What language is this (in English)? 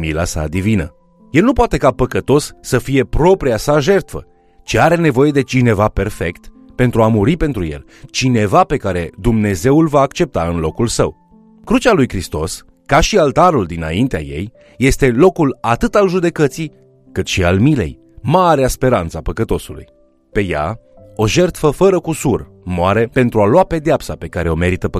Romanian